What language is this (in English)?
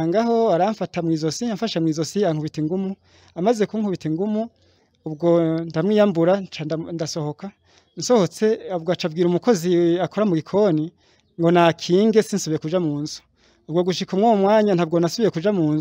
Kinyarwanda